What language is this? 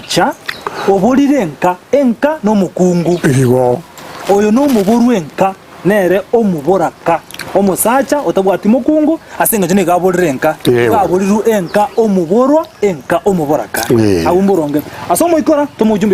Gusii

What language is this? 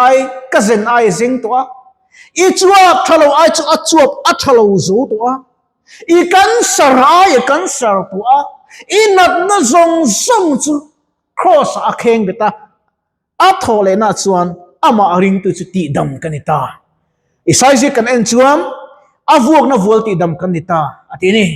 Mizo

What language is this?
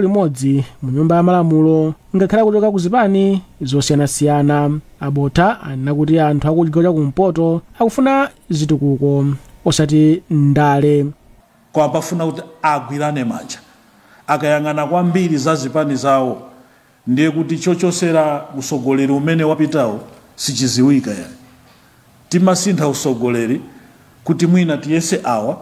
Nyanja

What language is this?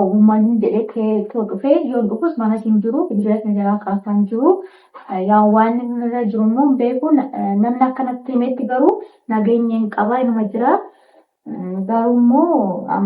Oromo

